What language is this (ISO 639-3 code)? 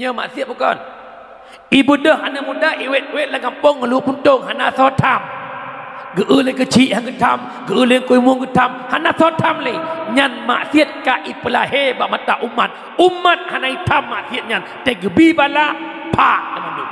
ace